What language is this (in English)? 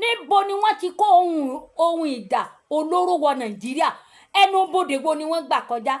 Yoruba